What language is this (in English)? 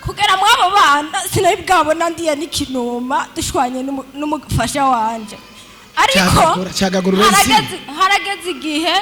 Rundi